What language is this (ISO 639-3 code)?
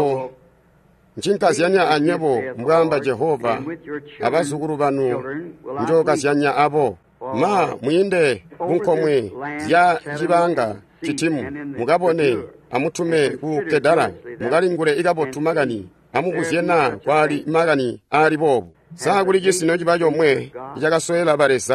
toi